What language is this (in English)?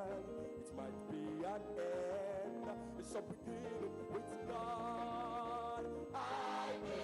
Ewe